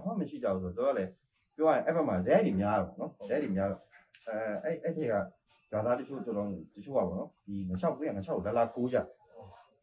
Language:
Burmese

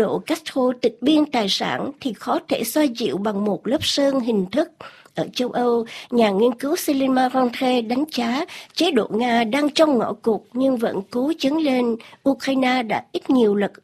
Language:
Vietnamese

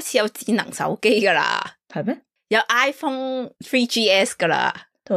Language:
Cantonese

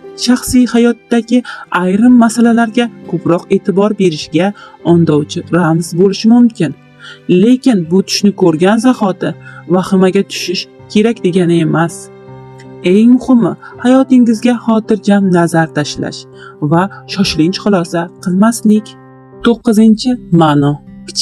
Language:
Uzbek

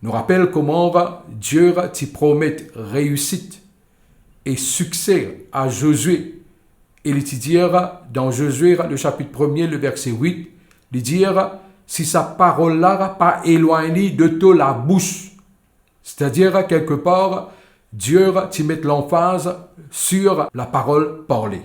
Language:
Morisyen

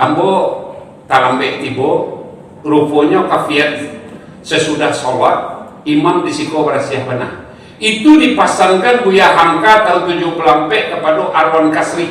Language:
Minangkabau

